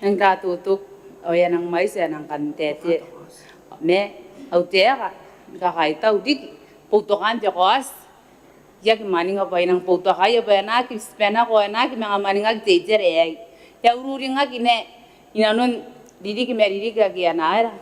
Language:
Gilbertese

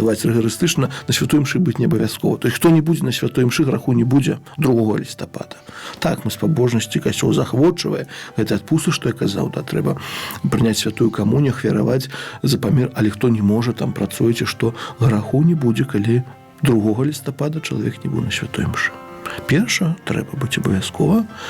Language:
Belarusian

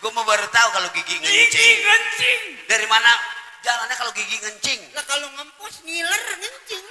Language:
Betawi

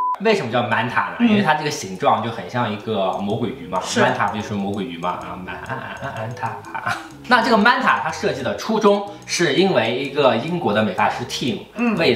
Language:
Chinese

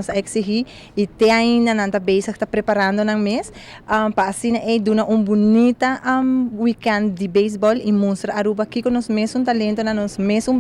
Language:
Papiamento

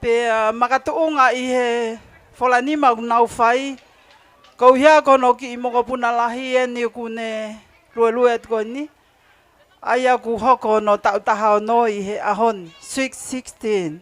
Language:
Tongan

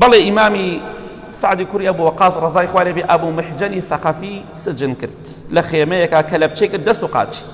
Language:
Central Kurdish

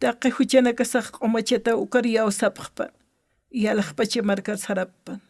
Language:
Aymara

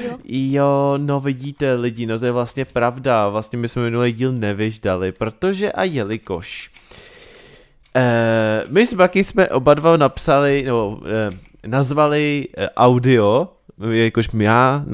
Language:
Czech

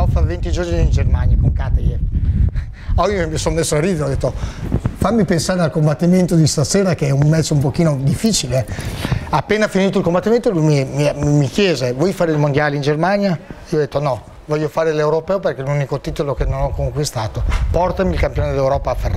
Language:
Italian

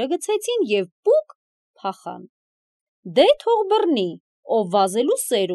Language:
Armenian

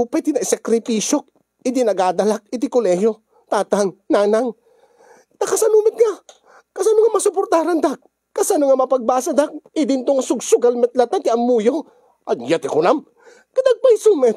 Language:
Iloko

